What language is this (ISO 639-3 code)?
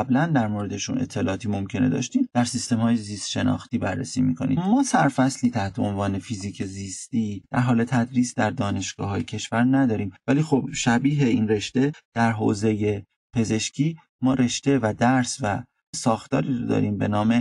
fas